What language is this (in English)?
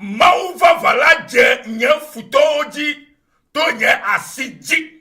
Ewe